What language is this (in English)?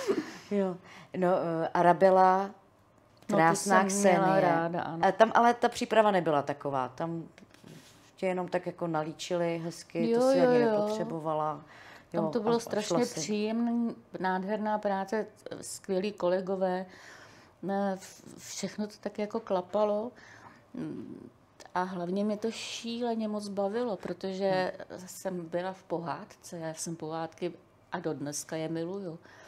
Czech